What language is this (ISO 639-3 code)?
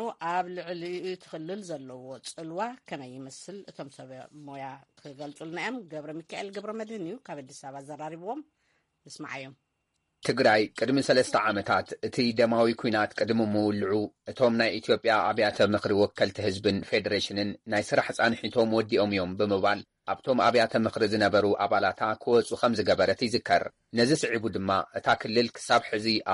tir